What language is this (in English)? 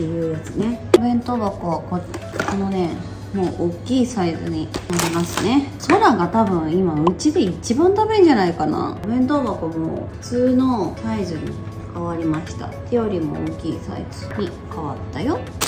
Japanese